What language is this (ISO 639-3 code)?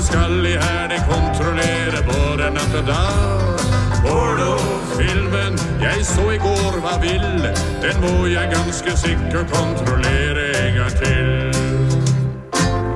nor